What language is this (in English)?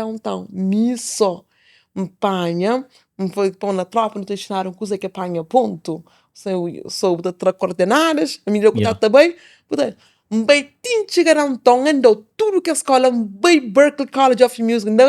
Kabuverdianu